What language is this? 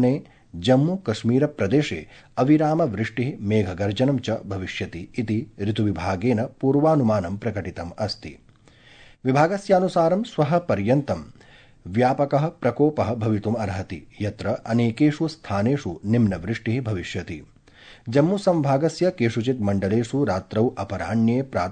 Sanskrit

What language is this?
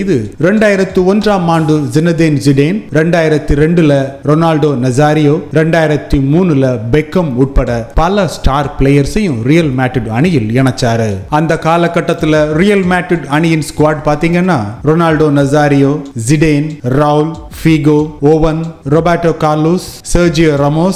Tamil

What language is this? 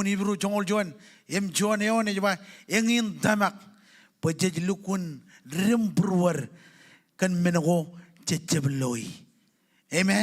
Marshallese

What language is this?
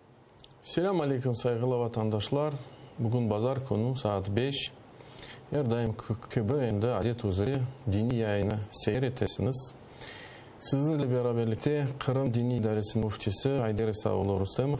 Crimean Tatar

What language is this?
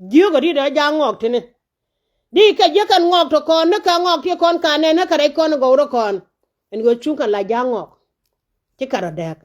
Nuer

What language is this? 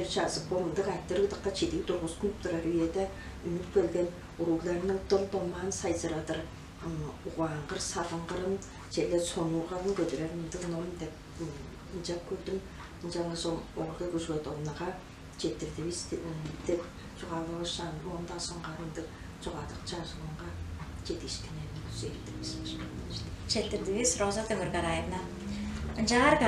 Tuvinian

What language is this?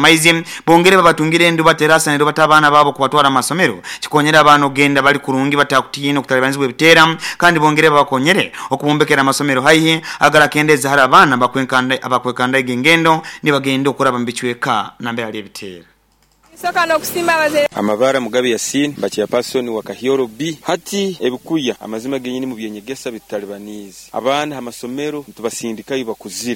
Nyoro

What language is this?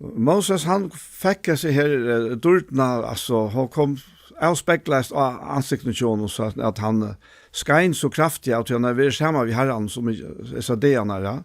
Faroese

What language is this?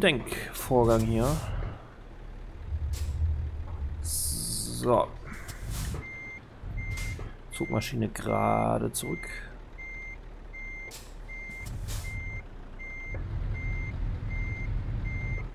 German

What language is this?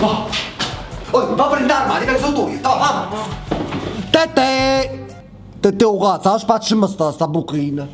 Neapolitan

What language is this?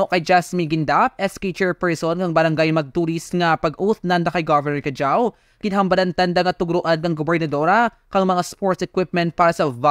Kinaray-a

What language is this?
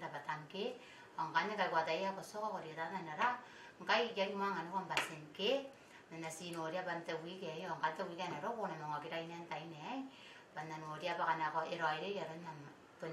Gilbertese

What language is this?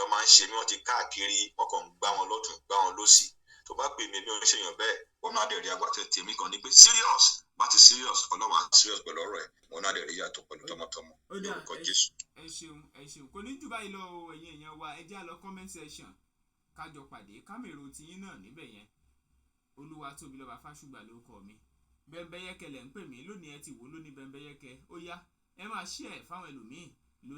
Yoruba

